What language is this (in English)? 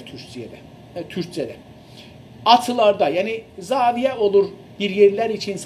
South Azerbaijani